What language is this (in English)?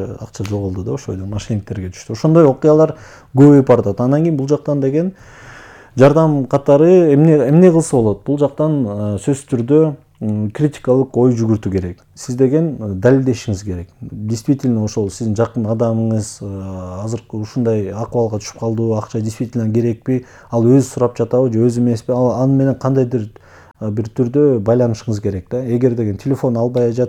Kyrgyz